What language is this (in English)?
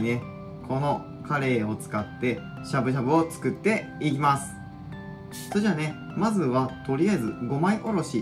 Japanese